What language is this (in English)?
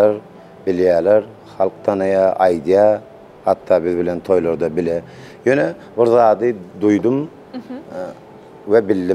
Turkmen